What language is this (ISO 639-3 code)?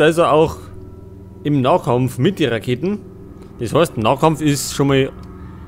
bar